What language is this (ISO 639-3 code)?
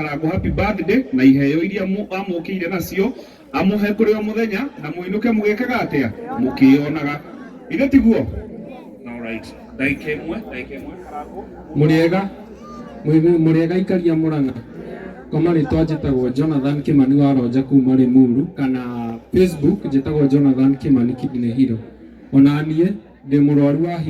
kik